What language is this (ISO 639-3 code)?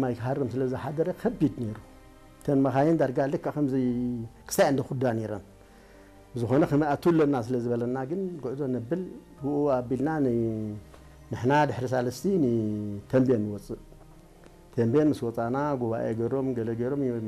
tir